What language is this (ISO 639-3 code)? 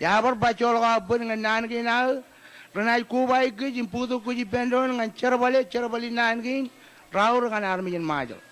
mah